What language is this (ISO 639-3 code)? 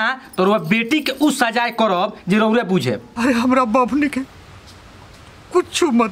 bho